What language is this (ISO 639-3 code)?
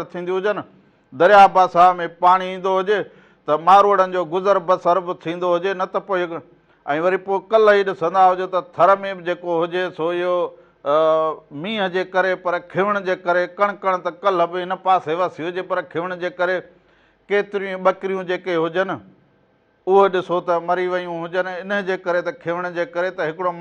snd